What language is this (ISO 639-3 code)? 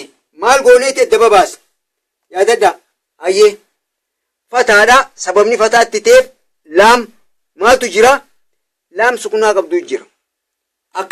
orm